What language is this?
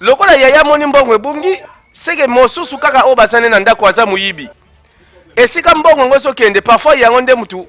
Lingala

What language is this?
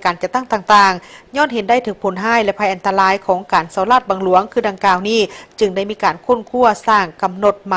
Lao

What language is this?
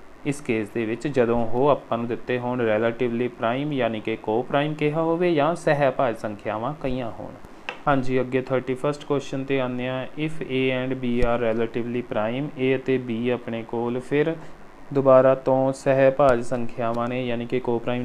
Punjabi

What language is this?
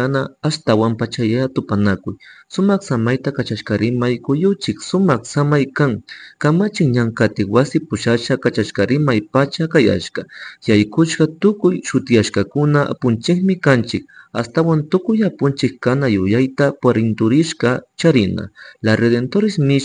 Chimborazo Highland Quichua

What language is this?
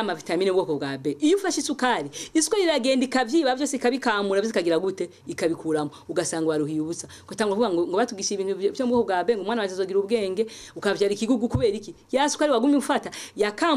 Rundi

